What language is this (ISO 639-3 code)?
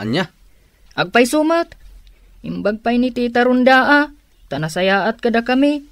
ilo